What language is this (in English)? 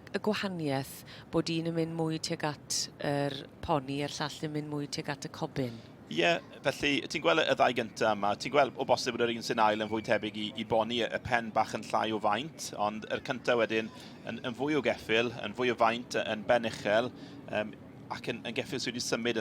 Welsh